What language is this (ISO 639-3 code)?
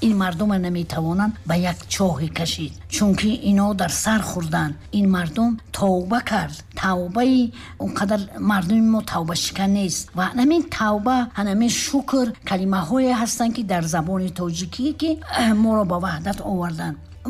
tgk